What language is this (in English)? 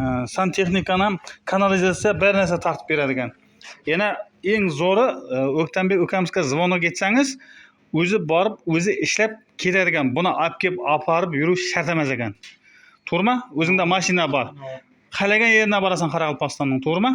Uzbek